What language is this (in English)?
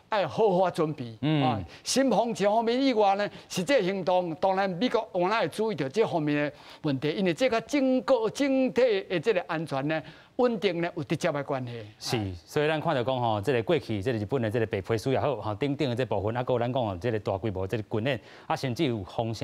Min Nan Chinese